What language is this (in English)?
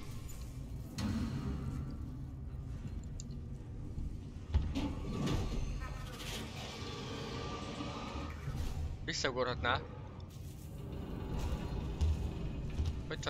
Hungarian